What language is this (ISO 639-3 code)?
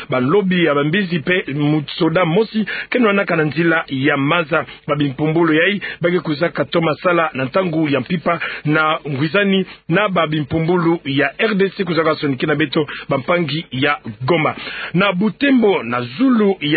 ktu